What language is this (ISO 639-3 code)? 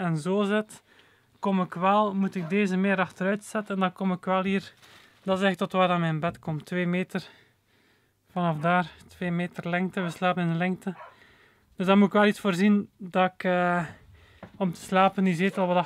nld